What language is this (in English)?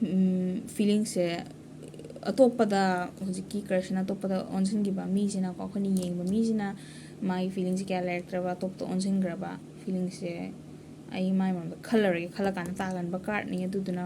Manipuri